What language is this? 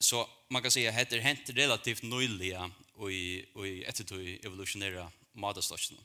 Faroese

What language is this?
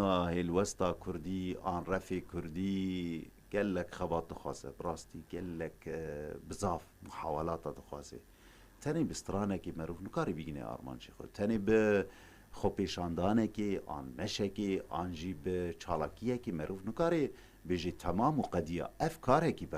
Kurdish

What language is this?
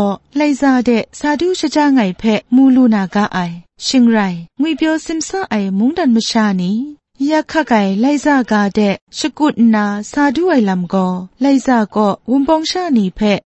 Kachin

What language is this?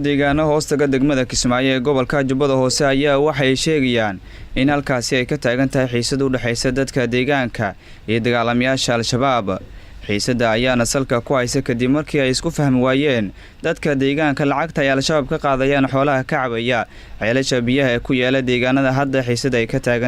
Somali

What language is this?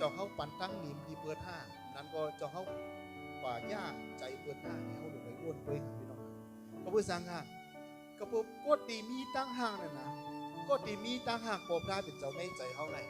Shan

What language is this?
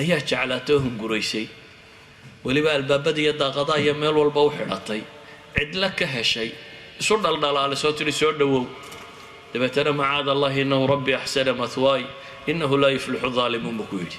Somali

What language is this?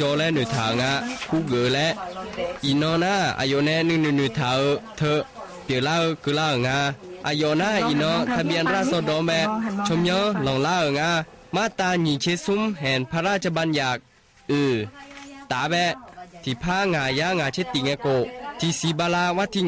Akha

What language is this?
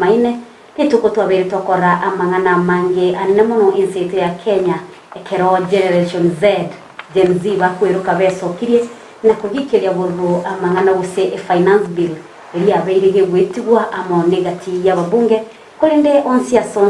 Gusii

